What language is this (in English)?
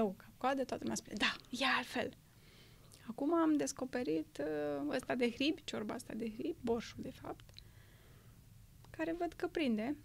Romanian